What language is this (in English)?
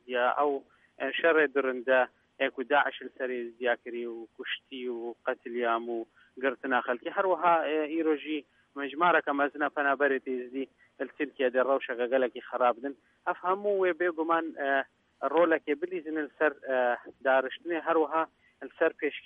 Kurdish